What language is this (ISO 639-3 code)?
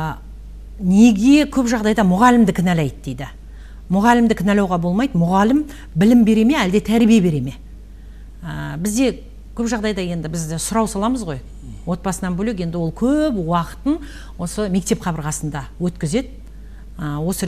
kaz